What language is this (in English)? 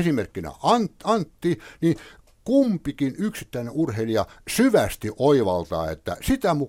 Finnish